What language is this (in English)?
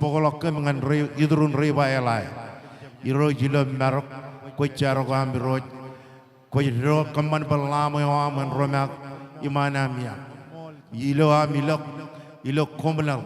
Marshallese